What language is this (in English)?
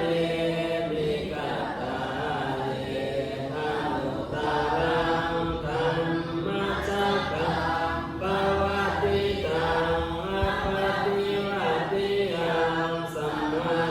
Pali